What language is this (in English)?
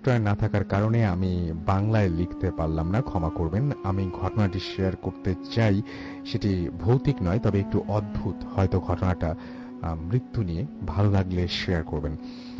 Bangla